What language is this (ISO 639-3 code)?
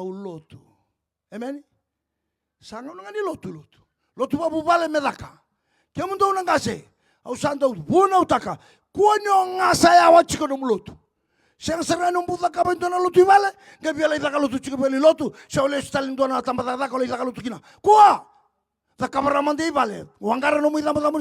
fij